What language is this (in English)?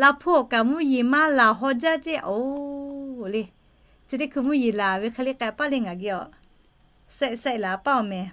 Lahu